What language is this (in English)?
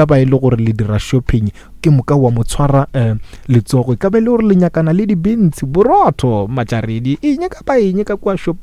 Northern Sotho